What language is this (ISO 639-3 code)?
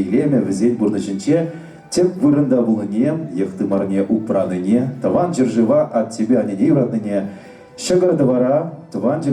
chv